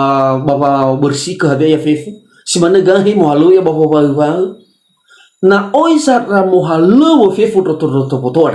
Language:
Nias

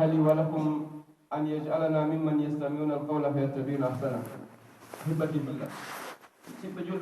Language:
Pular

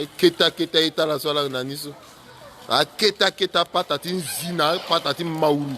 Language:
Sango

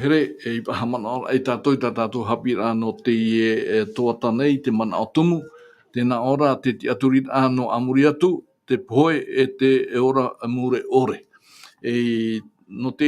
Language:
Tahitian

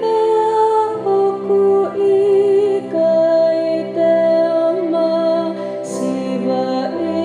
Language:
Tongan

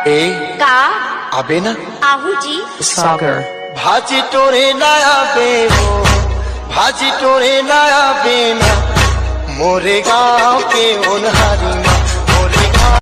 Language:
Chhattisgarhi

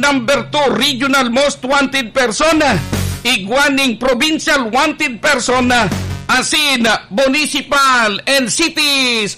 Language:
Bikol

